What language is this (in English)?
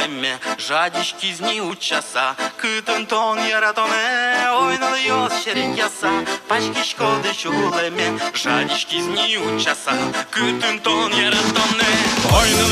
Udmurt